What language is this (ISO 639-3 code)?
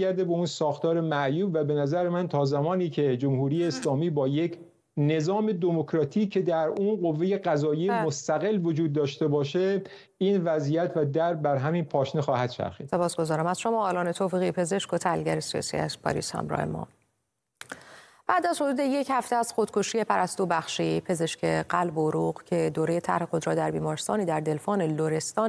fas